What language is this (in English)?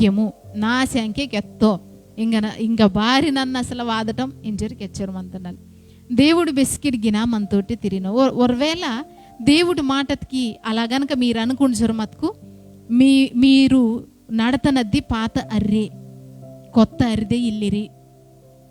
Koya